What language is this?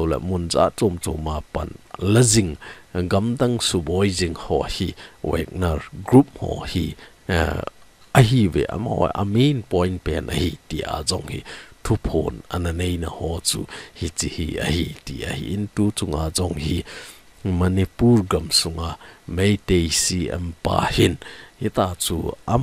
Thado Chin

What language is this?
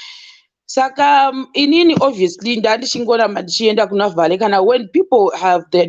Shona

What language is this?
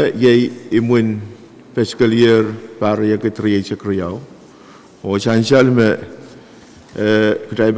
Pohnpeian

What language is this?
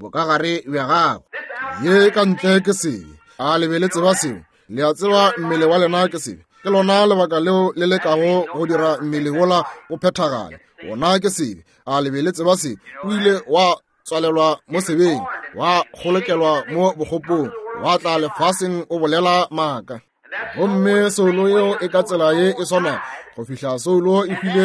Northern Sotho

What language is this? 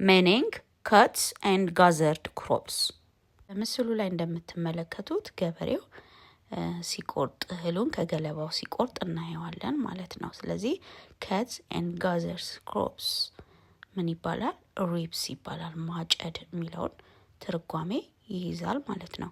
Amharic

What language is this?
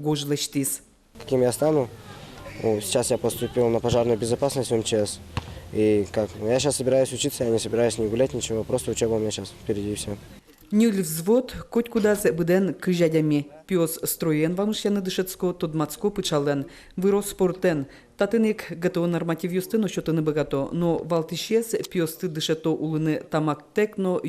Udmurt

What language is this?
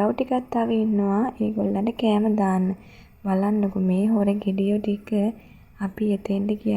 Sinhala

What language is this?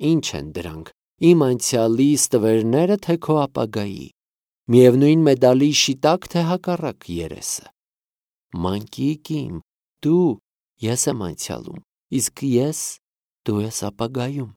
Armenian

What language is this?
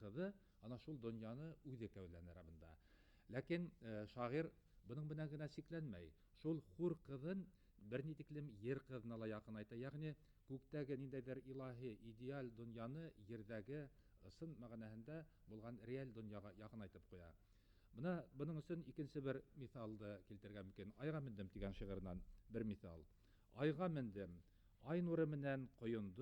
Bashkir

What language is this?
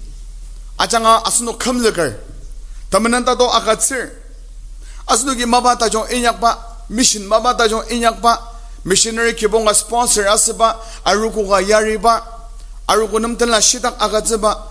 Ao Naga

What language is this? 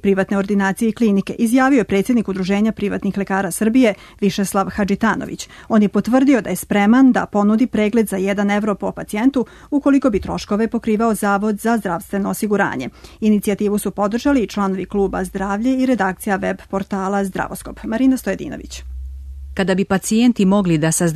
Serbian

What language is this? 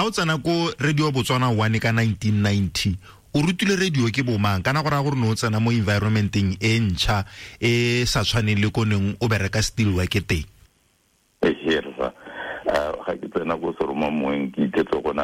Tswana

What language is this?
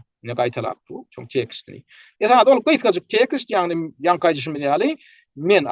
Turkmen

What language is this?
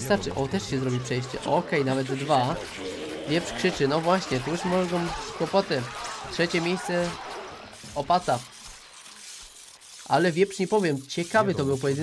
Polish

